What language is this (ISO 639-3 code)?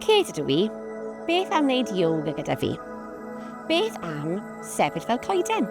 cym